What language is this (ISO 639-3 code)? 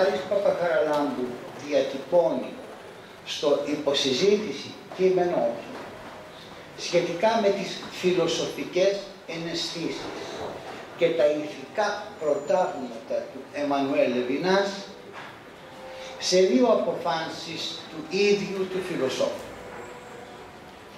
ell